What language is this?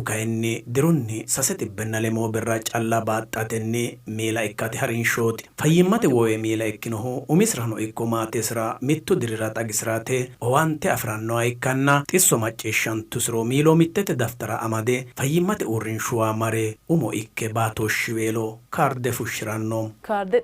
Sidamo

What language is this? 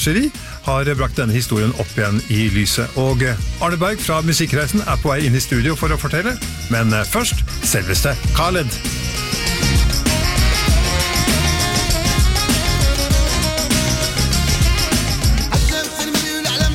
Norwegian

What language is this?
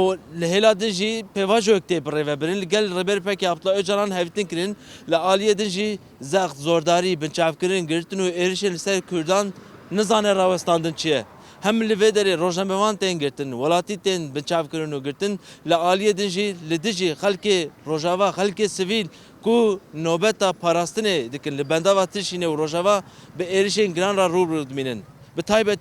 Kurdish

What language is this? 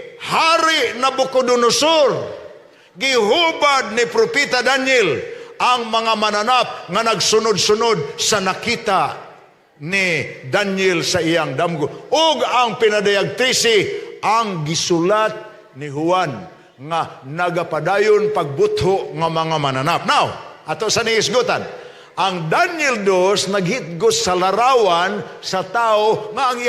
Cebuano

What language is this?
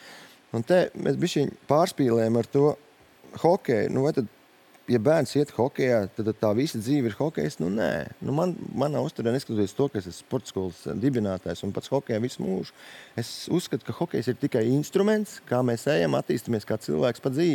Latvian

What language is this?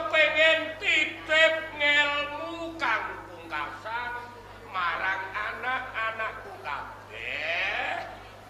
Javanese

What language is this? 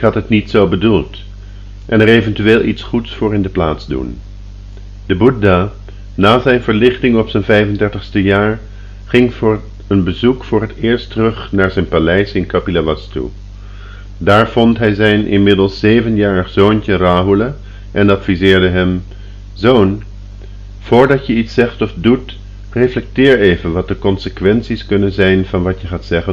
Dutch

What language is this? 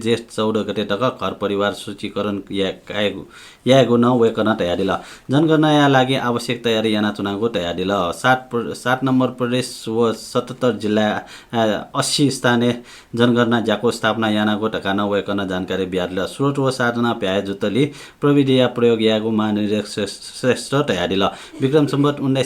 Newari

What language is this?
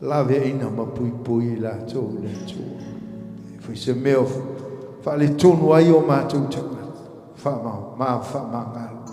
Samoan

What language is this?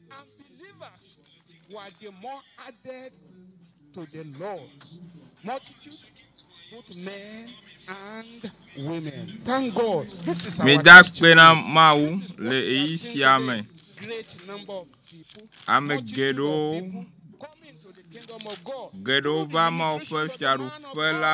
Ewe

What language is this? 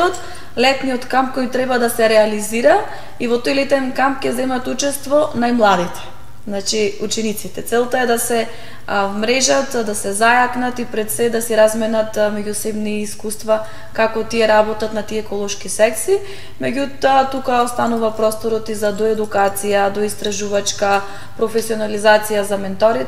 Macedonian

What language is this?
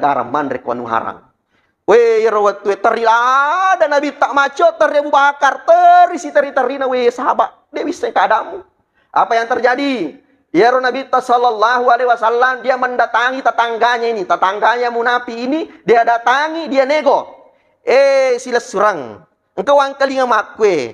Buginese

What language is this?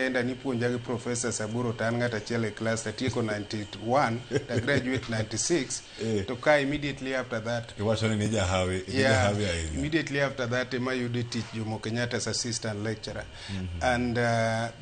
Luo (Kenya and Tanzania)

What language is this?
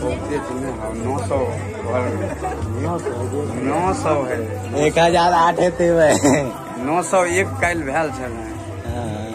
Maithili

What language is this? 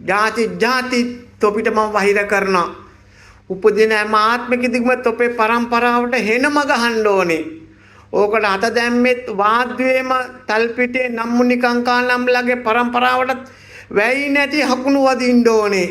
Sinhala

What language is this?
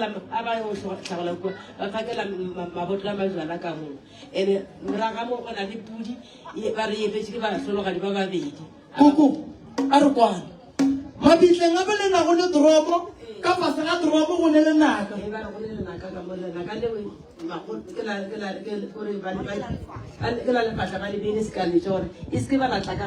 Northern Sotho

